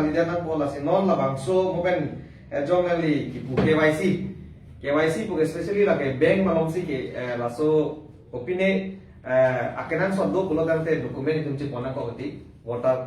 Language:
Karbi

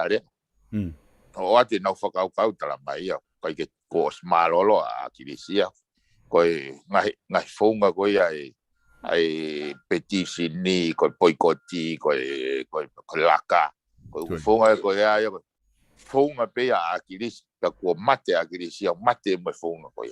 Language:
Tongan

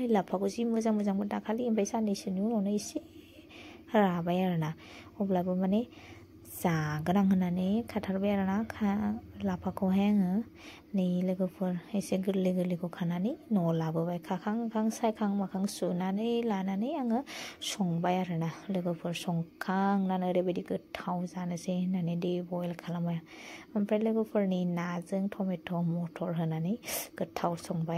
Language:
Bodo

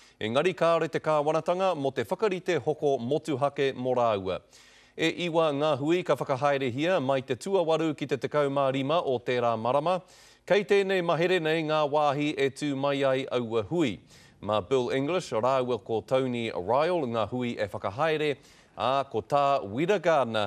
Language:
Māori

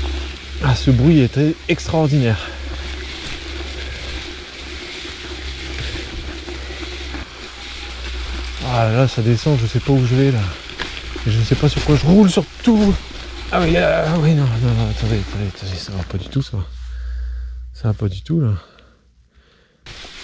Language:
French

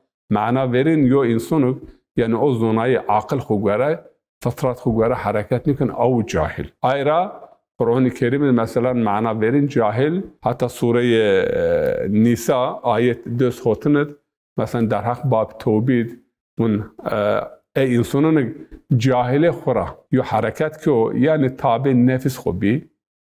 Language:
Zaza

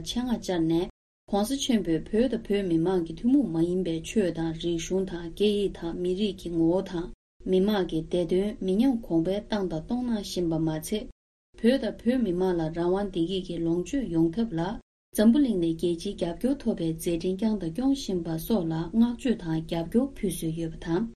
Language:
Tibetan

